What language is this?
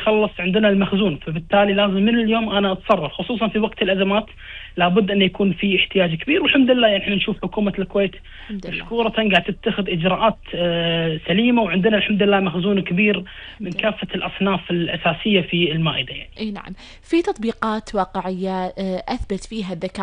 Gulf Arabic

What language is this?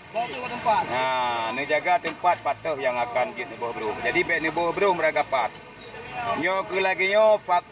Achinese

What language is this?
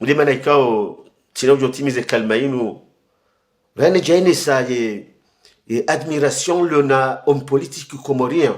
Ngazidja Comorian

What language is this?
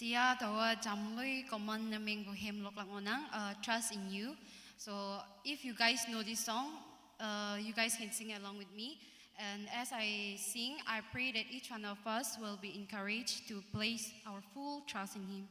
Naga Pidgin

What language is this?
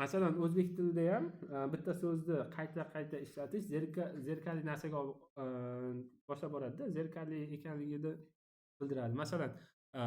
Uzbek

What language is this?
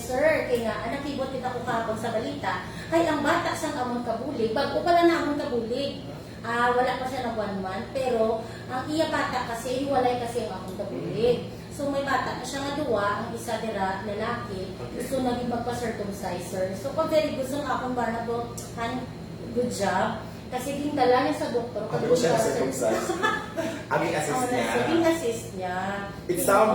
Hiligaynon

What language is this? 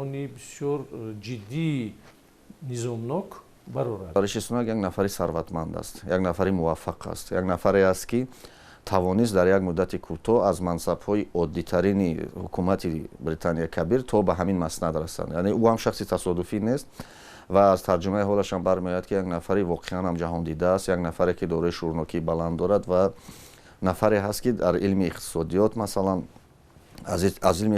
Tajik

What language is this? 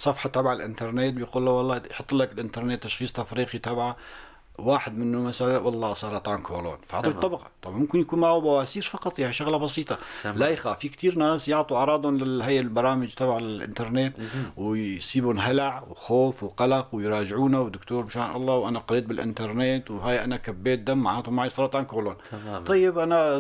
North Levantine Arabic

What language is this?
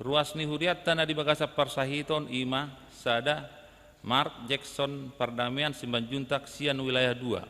Batak Toba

